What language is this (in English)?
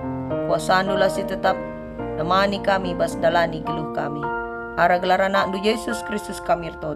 Batak Karo